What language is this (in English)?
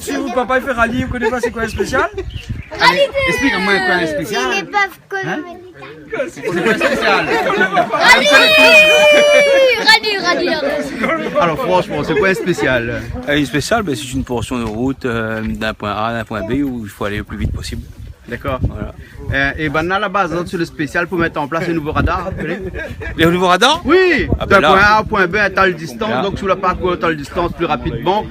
Réunion Creole French